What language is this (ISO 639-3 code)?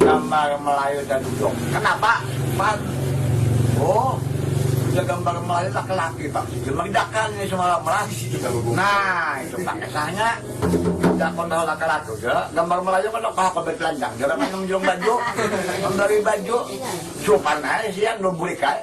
bjn